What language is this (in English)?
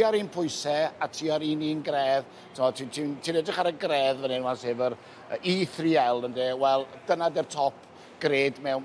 Welsh